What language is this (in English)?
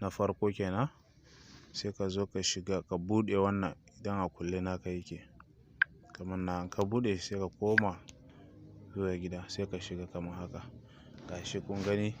Hausa